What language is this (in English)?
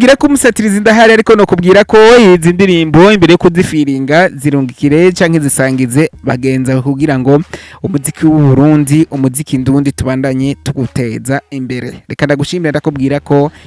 Rundi